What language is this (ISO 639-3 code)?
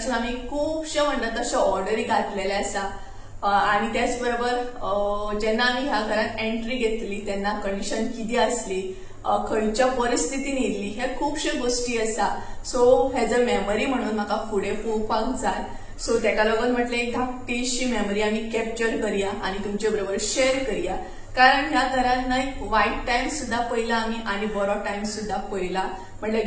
kok